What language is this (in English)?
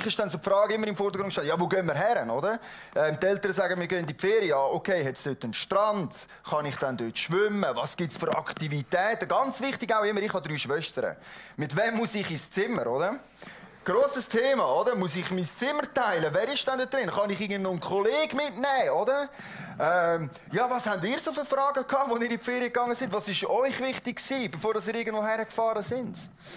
Swiss German